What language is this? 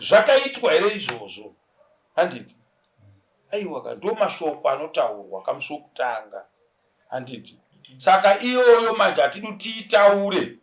Shona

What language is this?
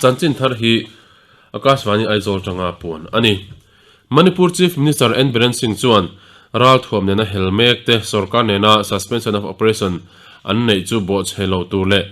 Mizo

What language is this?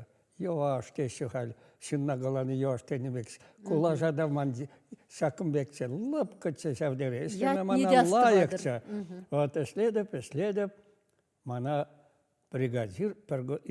Chuvash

